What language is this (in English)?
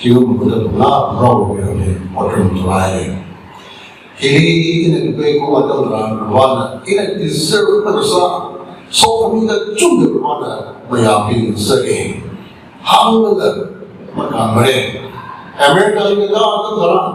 Tangkhul Naga (India)